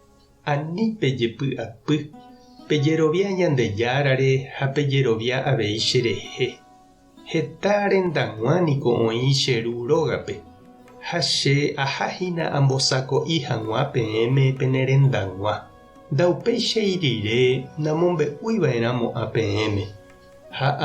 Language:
Guarani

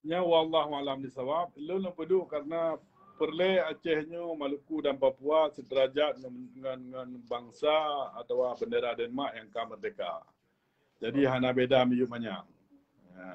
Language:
Achinese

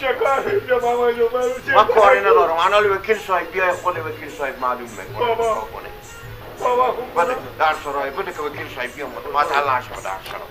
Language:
Persian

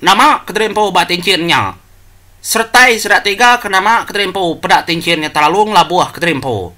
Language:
Iban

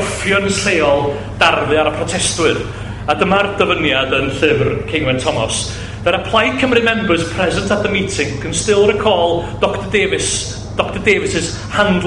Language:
Welsh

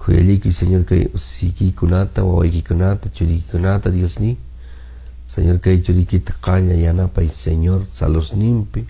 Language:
Quechua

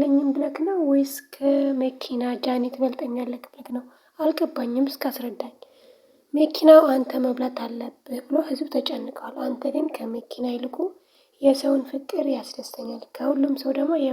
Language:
Amharic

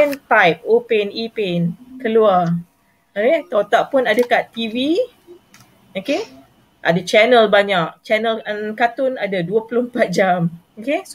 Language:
Malay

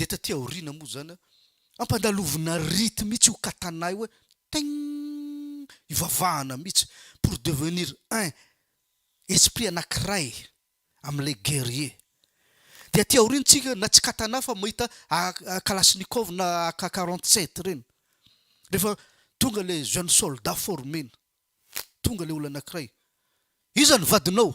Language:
Malagasy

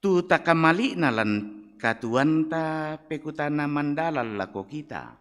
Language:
Toraja-Sa'dan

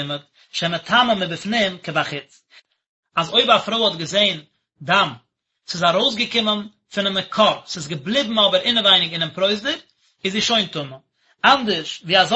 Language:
Yiddish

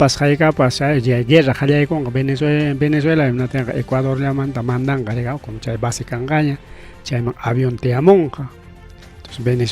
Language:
Ayacucho Quechua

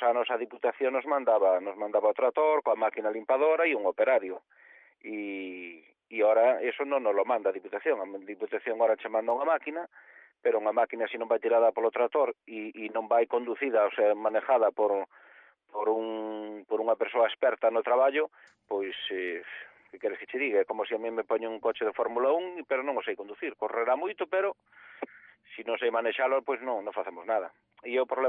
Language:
Galician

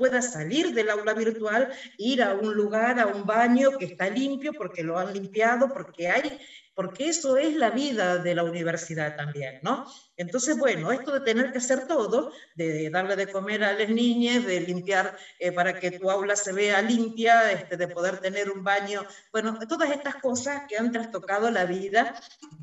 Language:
Spanish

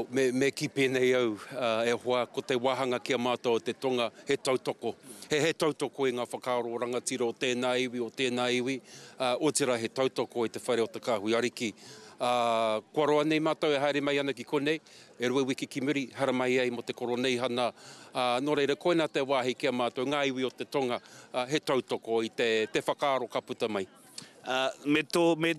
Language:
Māori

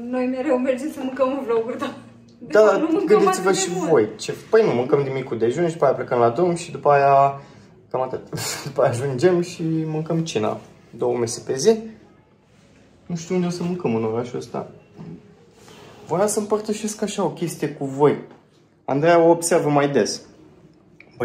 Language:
Romanian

